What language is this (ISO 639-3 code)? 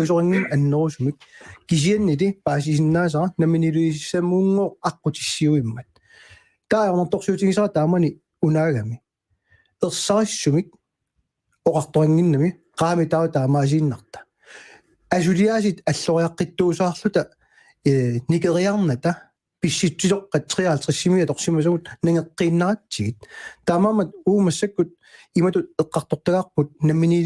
kal